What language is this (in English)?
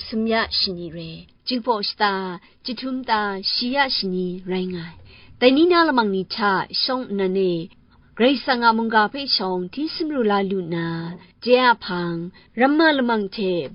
Kachin